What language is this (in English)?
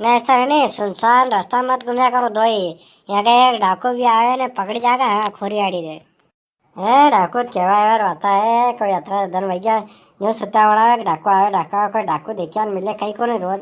Rajasthani